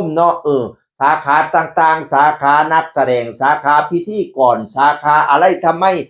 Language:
Northeastern Thai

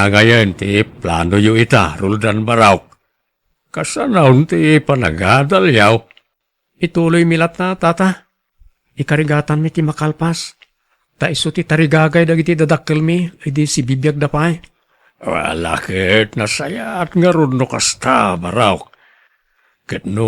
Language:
Iloko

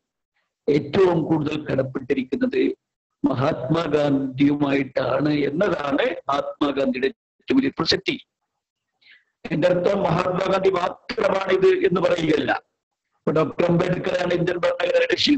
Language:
Malayalam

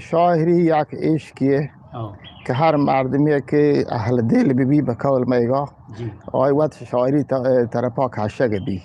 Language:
Eastern Balochi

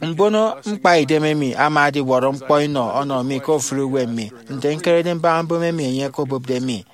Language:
Efik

